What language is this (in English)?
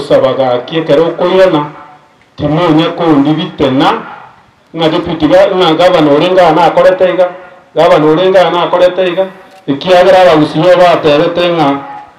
Gusii